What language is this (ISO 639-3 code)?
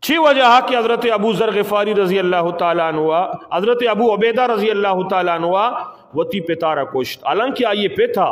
bgp